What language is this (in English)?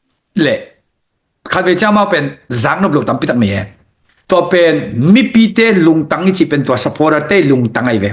Tedim Chin